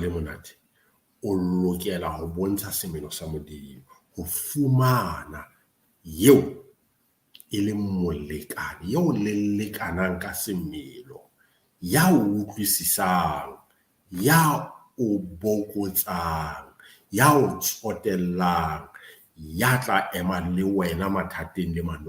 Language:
Southern Sotho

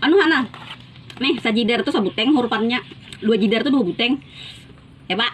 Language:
Banjar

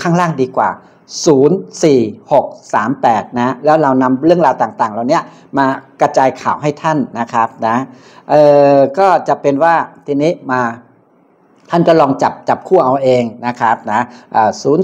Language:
Thai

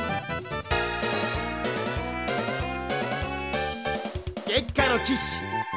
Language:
Japanese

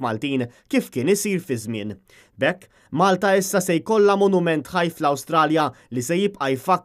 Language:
Maltese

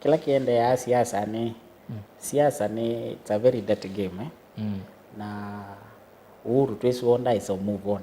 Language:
Kamba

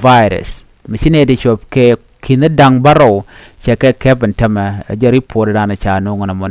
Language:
Nuer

